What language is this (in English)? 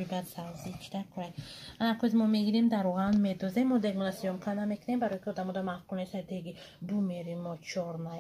Tajik